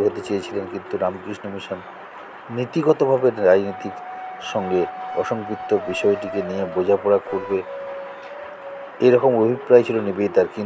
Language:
Bangla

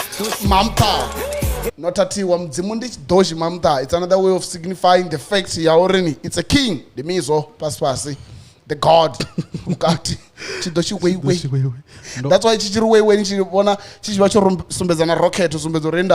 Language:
Venda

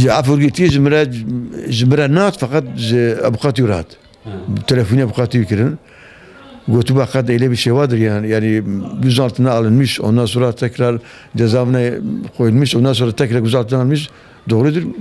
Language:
Kurdish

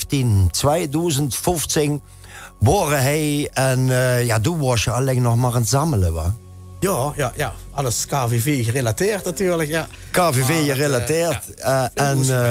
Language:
Limburgish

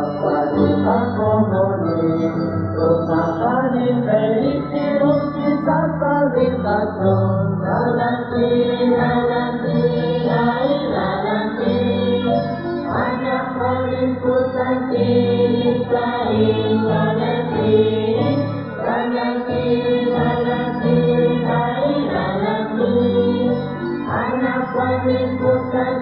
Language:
Kekchí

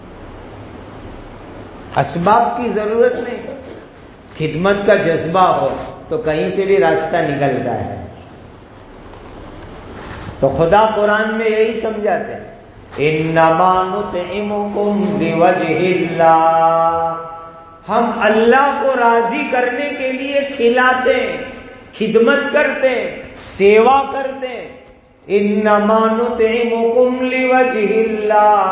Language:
Urdu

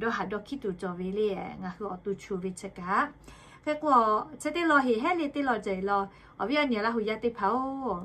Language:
Lahu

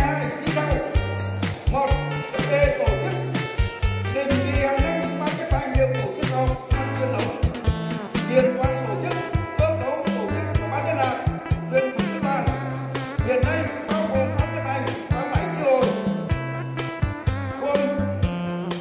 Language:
Vietnamese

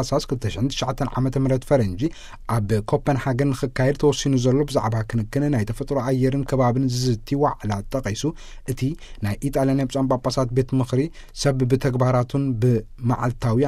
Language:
Tigrinya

